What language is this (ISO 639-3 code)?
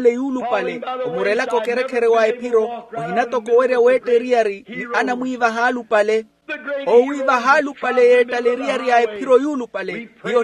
vmw